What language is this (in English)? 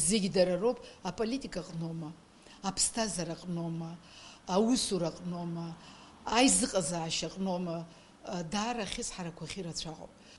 Abkhazian